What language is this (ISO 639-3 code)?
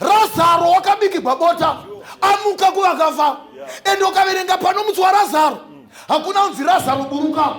sna